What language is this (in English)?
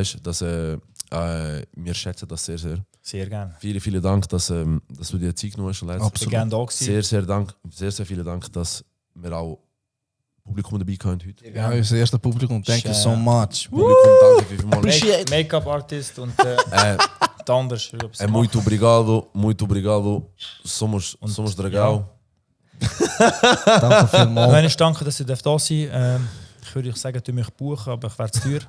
Swiss German